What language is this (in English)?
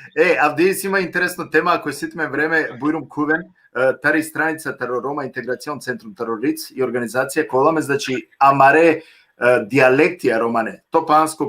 Balkan Romani